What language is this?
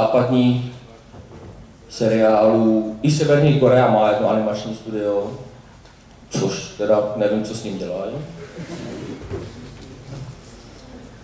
Czech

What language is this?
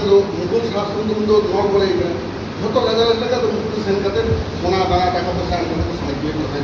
Santali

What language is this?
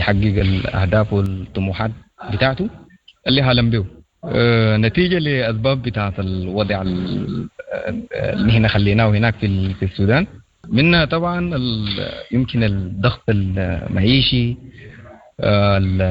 Sudanese Arabic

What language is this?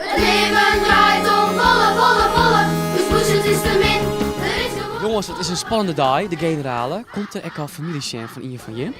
Western Frisian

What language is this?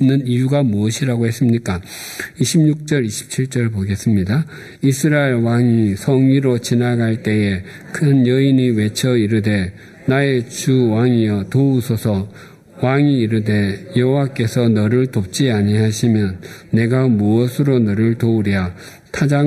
Korean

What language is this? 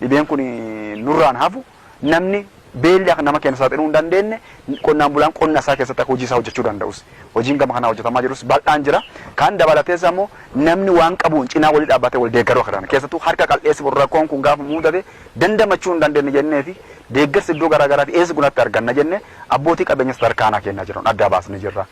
Oromo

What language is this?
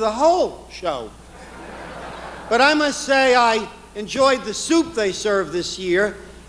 English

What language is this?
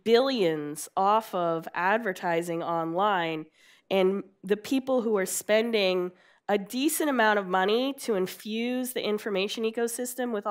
English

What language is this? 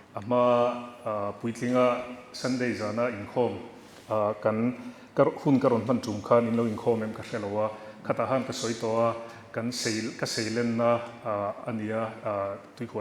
Mizo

